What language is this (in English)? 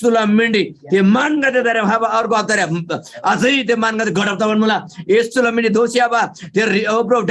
Eastern Tamang